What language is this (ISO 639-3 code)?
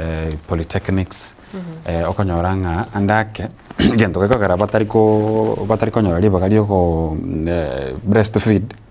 guz